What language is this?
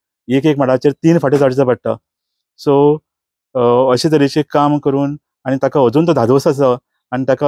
Konkani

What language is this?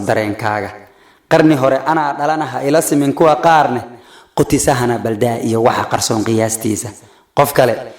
Somali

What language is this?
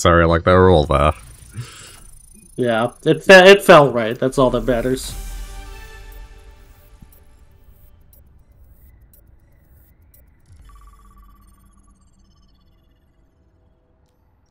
English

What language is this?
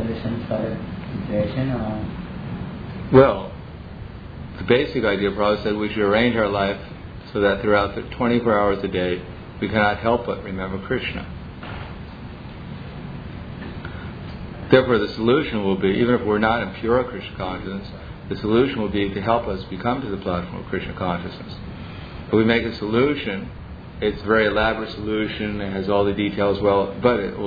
English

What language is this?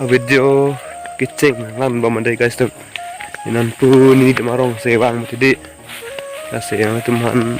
Karbi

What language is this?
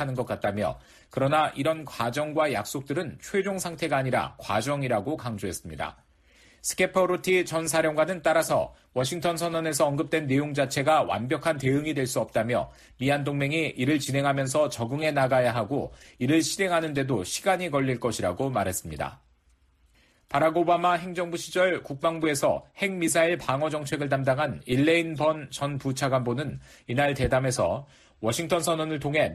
Korean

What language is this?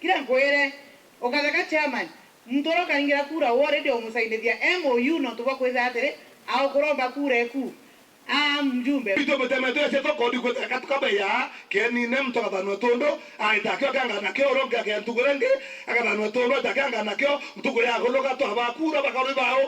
Meru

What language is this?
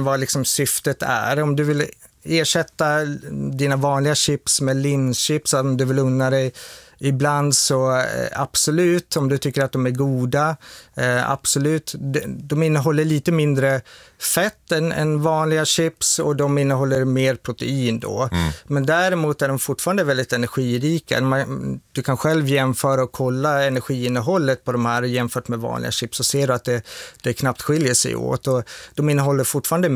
Swedish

